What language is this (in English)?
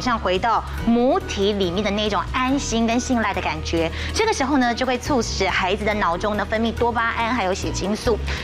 Chinese